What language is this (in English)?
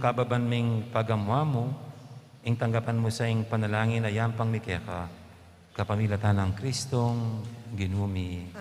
Pampanga